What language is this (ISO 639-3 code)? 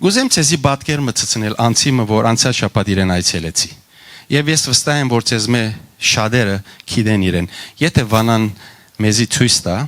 hyw